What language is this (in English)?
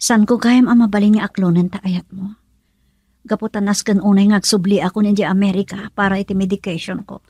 Iloko